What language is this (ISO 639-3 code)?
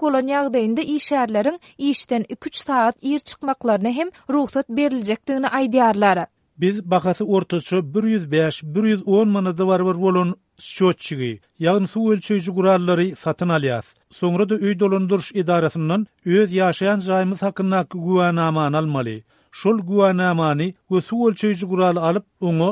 tuk